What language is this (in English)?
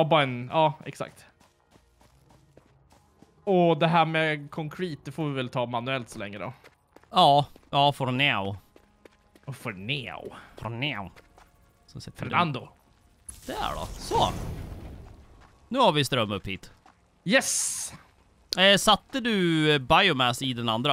Swedish